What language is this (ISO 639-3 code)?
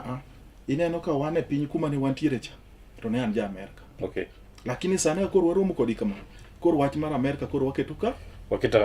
luo